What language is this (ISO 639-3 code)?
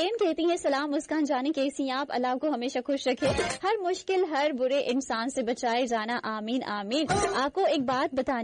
hin